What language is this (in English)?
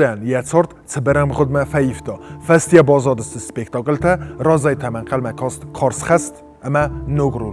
Ossetic